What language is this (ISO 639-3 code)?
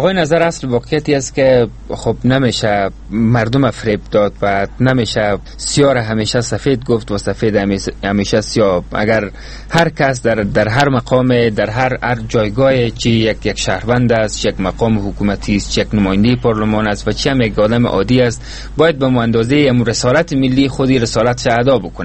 fas